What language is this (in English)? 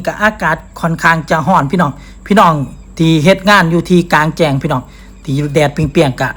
Lao